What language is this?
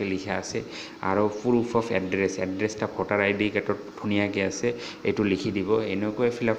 Assamese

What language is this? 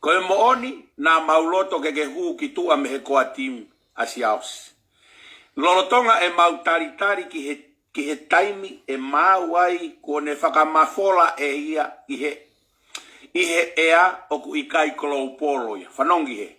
Tongan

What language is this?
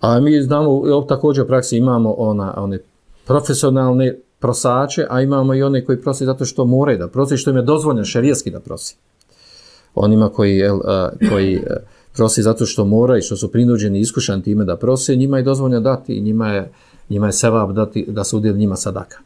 Bosnian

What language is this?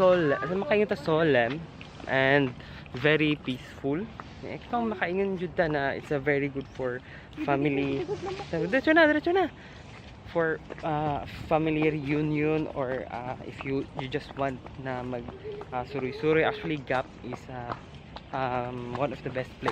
Cebuano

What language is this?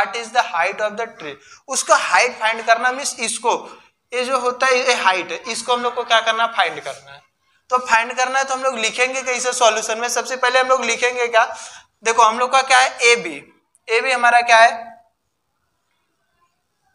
Hindi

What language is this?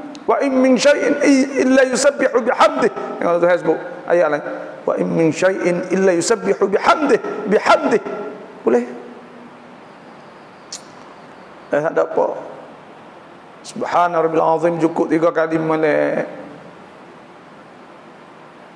Pattani Malay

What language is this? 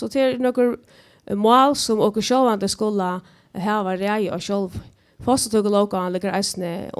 Faroese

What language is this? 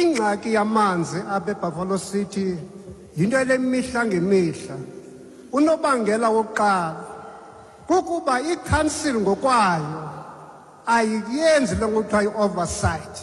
Xhosa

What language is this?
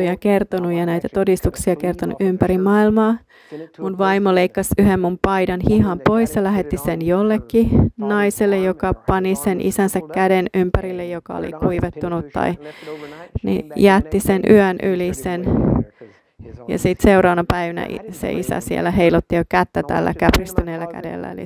Finnish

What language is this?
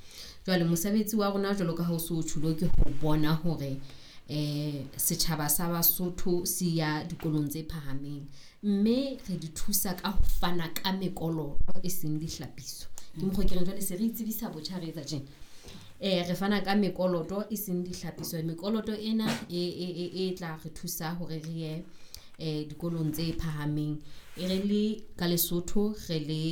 Southern Sotho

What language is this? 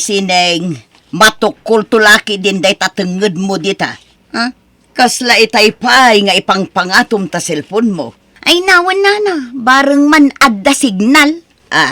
Iloko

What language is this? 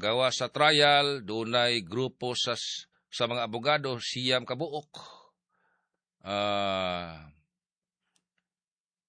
Cebuano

